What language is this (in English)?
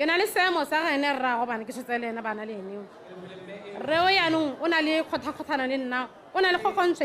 Tswana